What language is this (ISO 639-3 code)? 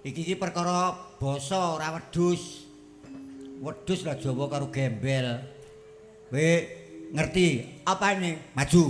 jav